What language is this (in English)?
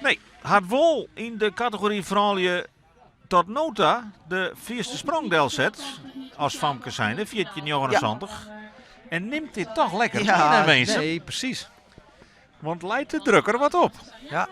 Western Frisian